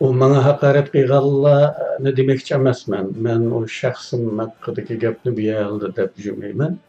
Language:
Uyghur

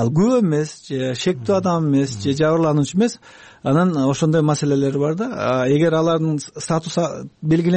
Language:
Kyrgyz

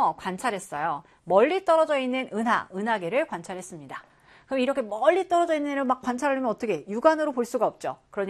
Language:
Korean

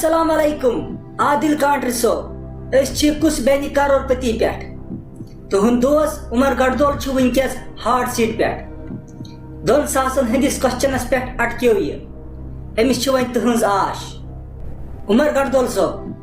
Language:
Kashmiri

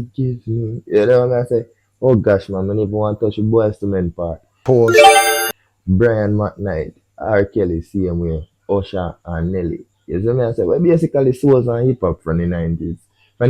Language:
Jamaican Creole English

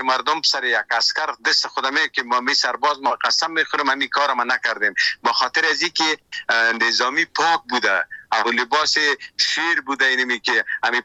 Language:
Persian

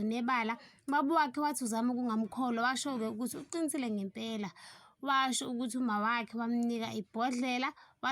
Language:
Zulu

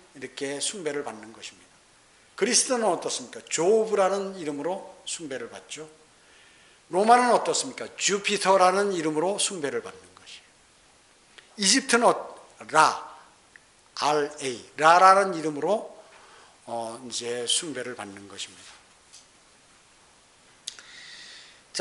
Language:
Korean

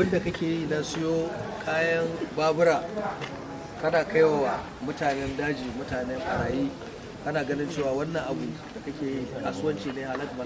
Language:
Hausa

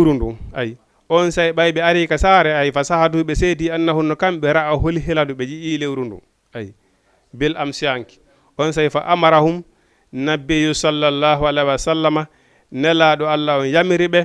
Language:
Fula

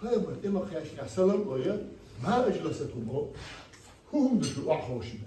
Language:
Chechen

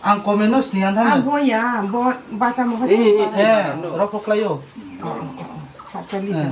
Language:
Riang (India)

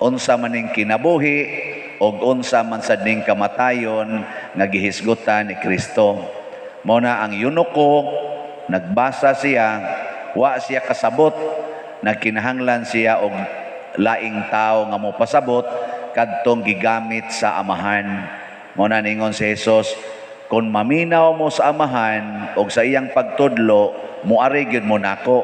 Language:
Cebuano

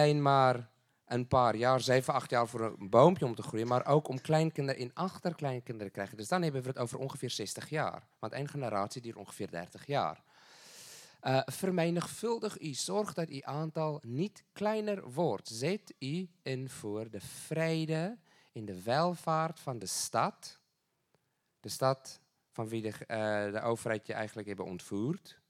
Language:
Dutch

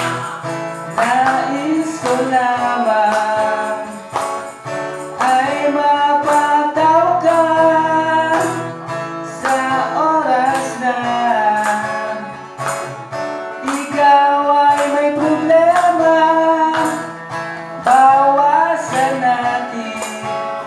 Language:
Filipino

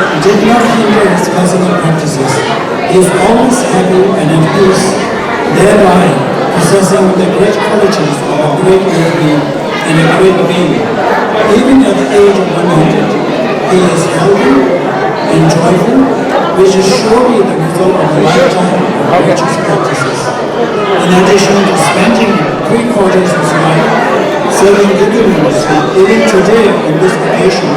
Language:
Tibetan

